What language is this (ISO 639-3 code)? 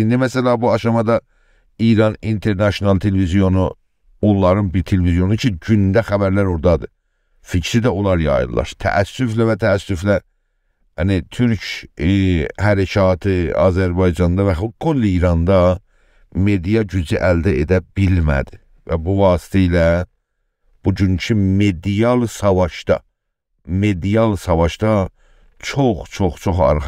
azb